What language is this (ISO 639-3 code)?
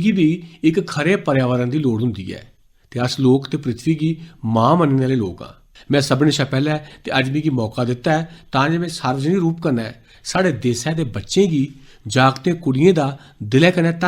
doi